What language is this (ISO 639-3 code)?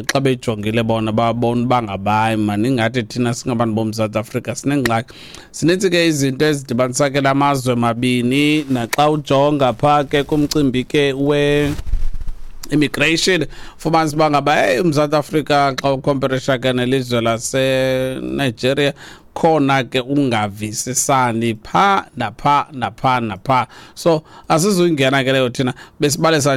xho